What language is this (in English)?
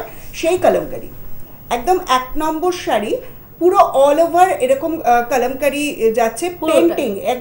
Bangla